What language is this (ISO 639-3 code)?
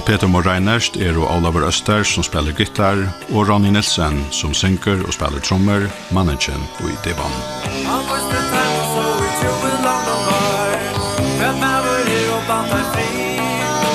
fao